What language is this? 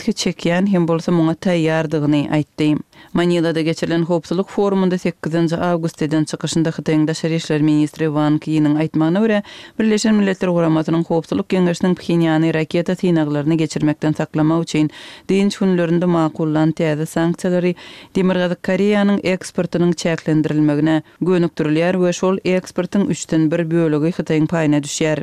Kyrgyz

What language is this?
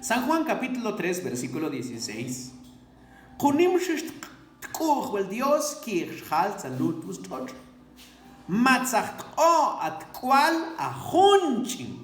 Mam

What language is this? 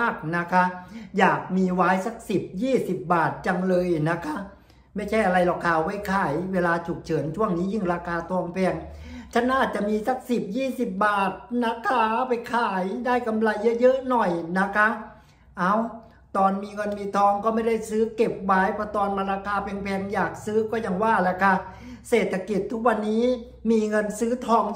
Thai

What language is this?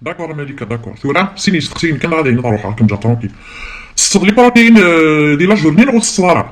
Kabyle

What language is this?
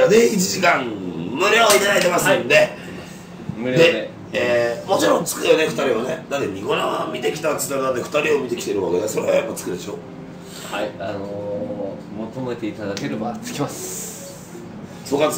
Japanese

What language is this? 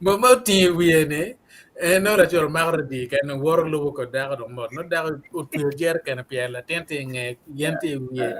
Acoli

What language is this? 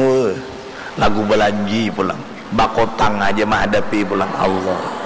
Banjar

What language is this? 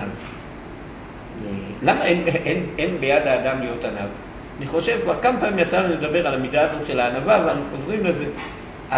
Hebrew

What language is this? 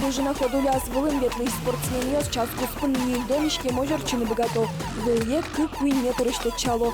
Udmurt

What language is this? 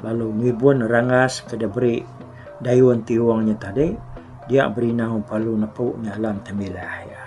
Iban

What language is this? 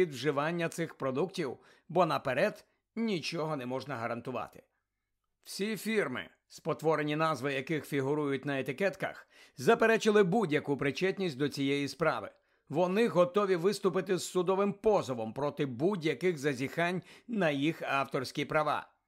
Ukrainian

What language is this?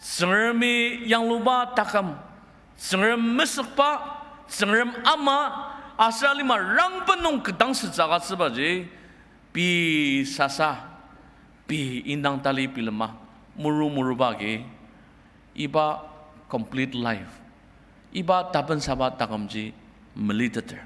Ao Naga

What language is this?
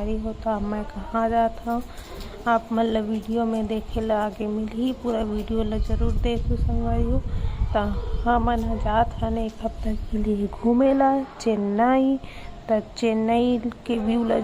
Chhattisgarhi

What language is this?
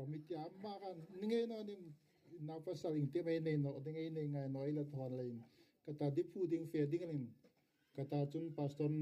Hmar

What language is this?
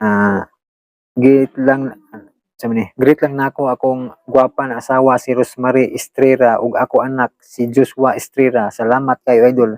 Cebuano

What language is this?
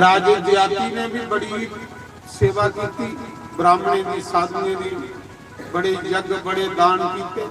Dogri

